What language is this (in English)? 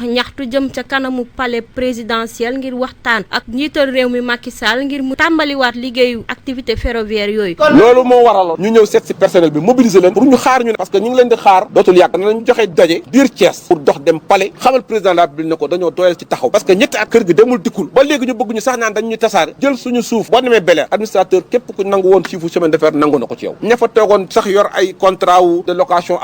Wolof